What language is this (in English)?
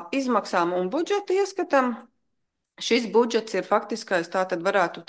Latvian